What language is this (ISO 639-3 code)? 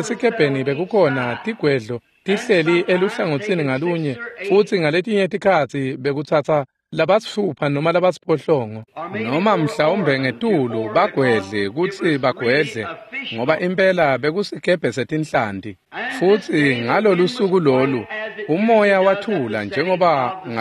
ssw